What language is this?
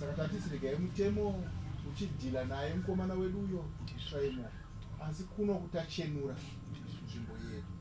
Shona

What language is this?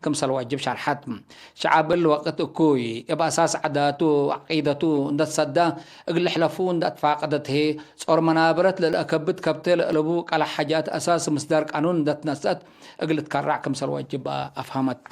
Tigre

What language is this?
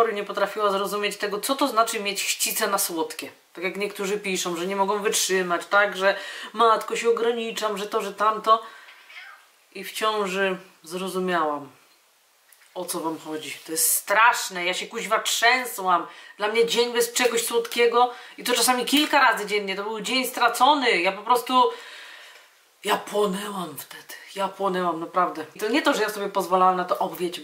Polish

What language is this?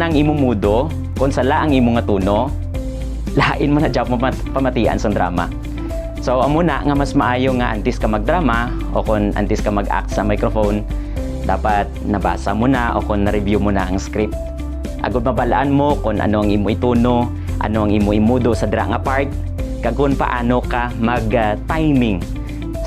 Hiligaynon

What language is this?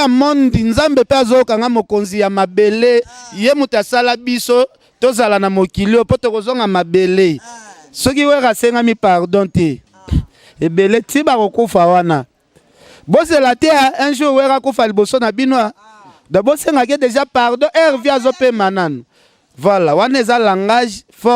Lingala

